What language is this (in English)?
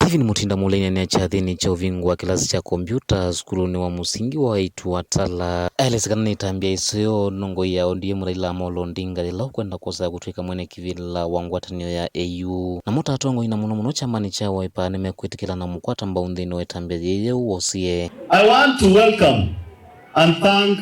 Kamba